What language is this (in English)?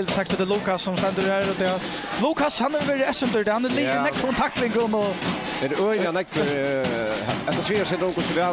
Faroese